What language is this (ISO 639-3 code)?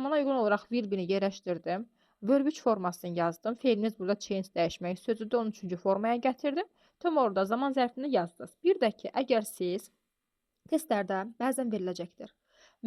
aze